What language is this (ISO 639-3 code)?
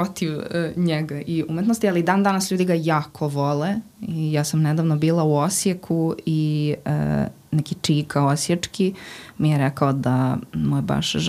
deu